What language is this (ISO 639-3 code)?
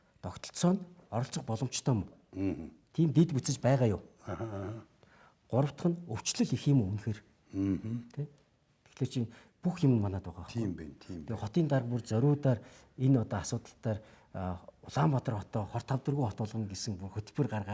mon